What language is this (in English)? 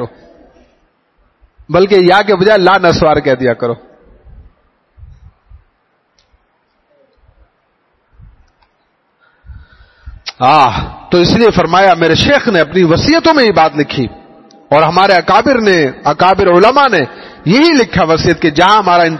Urdu